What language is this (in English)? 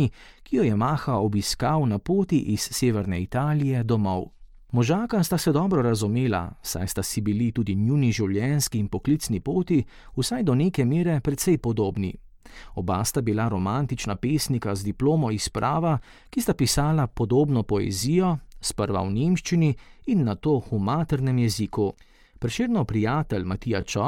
Slovenian